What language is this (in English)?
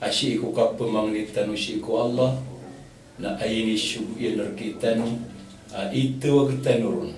Maranao